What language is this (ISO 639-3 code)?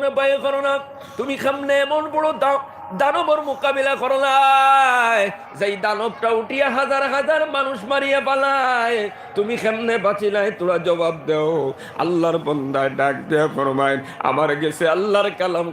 syl